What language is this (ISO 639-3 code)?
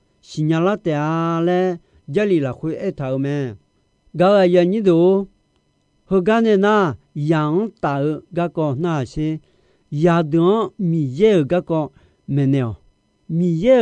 ahk